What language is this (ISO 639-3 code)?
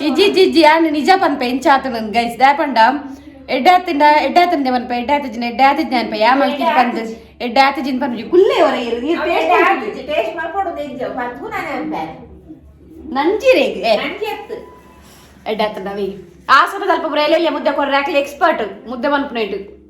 tcy